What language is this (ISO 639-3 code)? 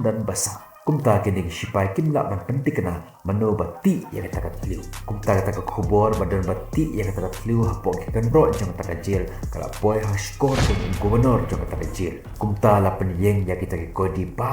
kha